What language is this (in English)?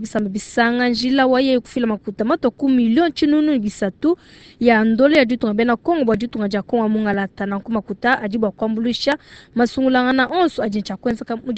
Luba-Lulua